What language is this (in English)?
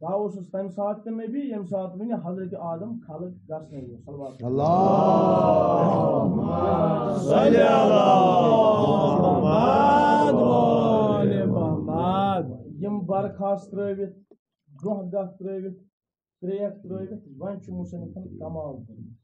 Kashmiri